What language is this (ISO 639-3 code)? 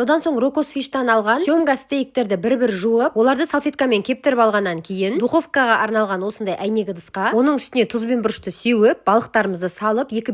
kaz